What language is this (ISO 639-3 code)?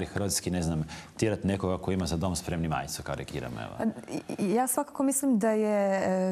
hrv